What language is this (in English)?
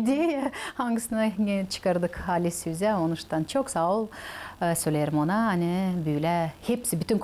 Gagauz